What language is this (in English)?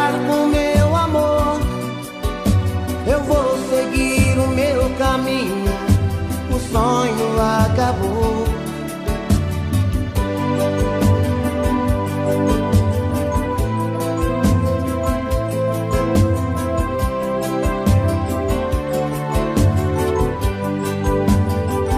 Portuguese